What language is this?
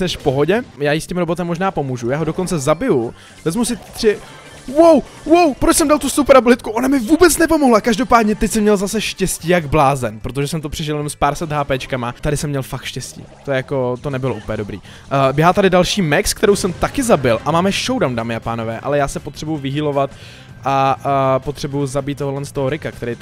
Czech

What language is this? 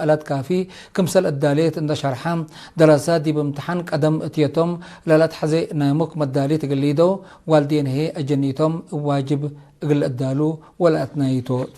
Tigre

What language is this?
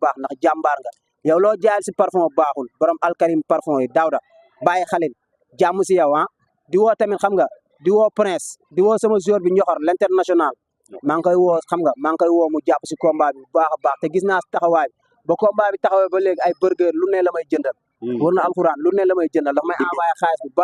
Wolof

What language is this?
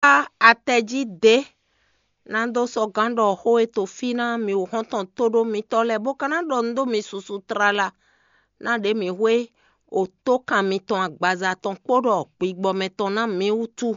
Fon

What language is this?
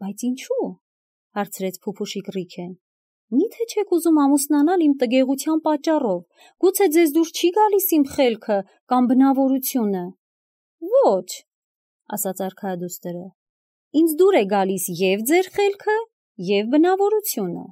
Armenian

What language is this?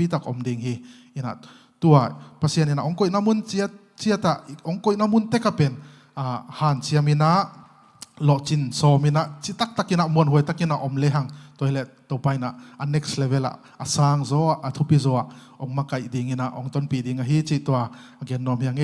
Tedim Chin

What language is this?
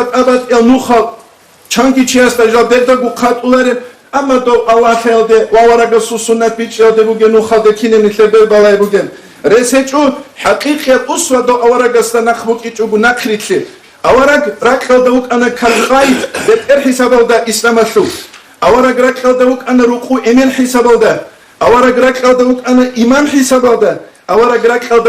Avaric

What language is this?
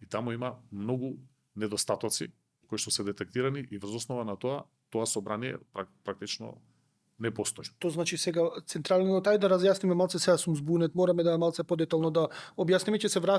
Macedonian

